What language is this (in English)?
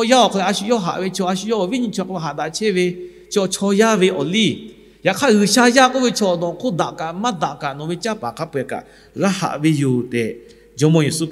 Lahu